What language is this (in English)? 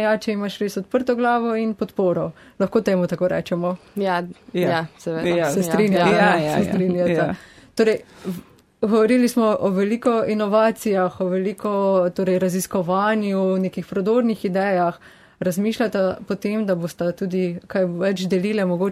Slovenian